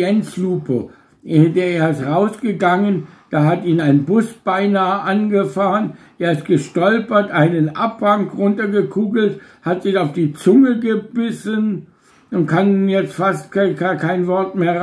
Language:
Bavarian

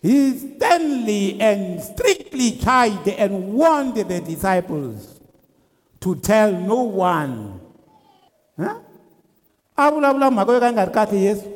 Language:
Tsonga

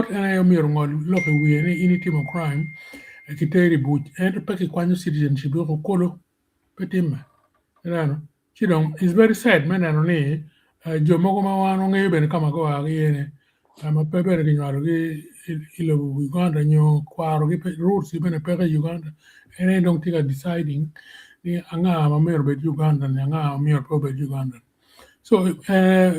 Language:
Acoli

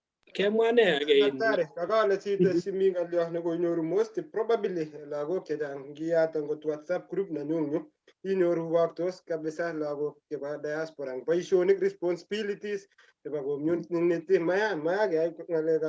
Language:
Kalenjin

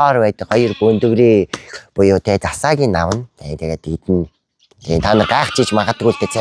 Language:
Mongolian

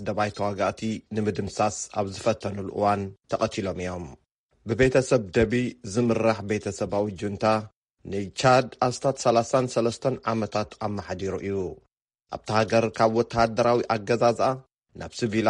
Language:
Tigrinya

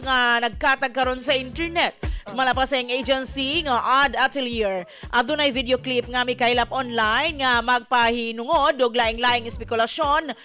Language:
Cebuano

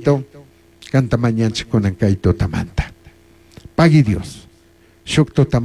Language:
Chimborazo Highland Quichua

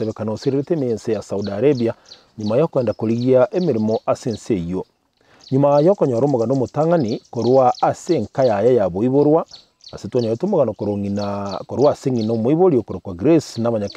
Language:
Gusii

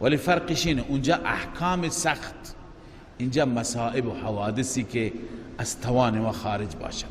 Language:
Persian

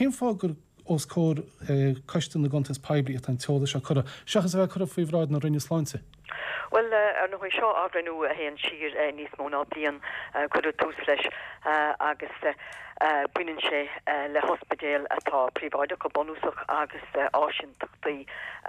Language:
Irish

